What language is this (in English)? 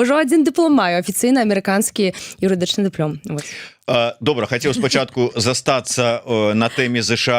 Belarusian